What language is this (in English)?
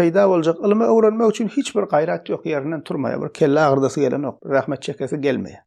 Turkmen